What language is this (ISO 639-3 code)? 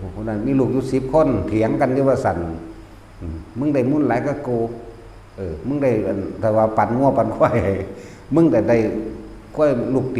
tts